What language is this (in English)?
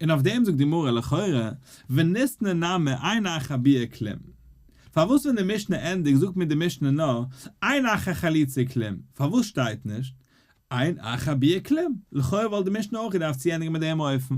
Yiddish